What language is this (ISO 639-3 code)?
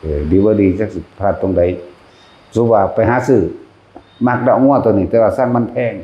tts